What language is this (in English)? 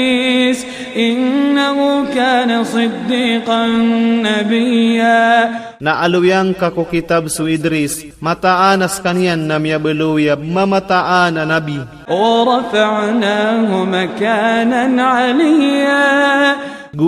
Maranao